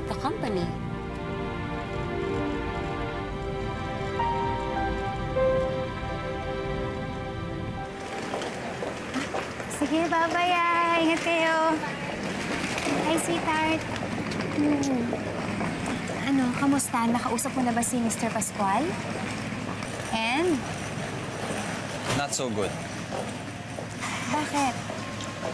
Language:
Filipino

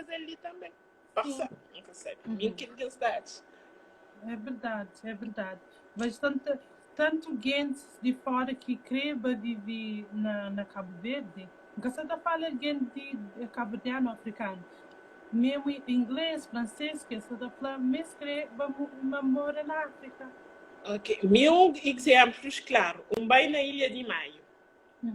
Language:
Kabuverdianu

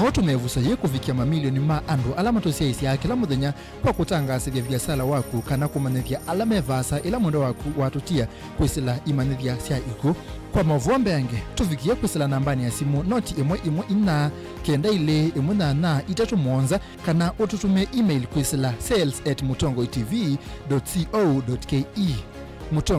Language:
Kamba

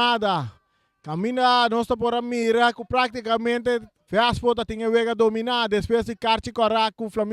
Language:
Papiamento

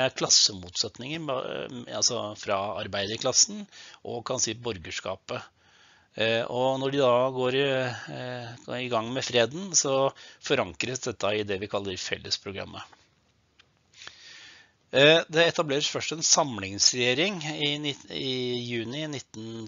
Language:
Norwegian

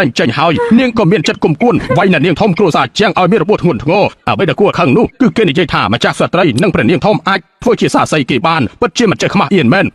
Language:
Khmer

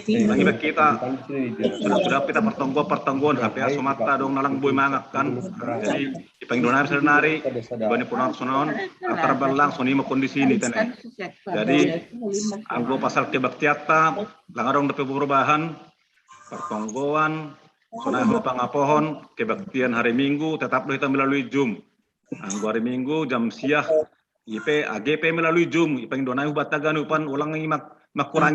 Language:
Batak Simalungun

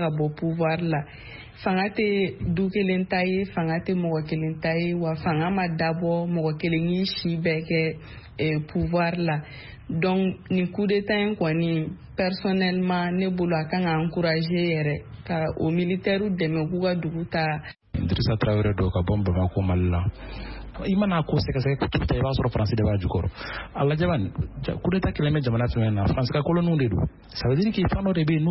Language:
Bambara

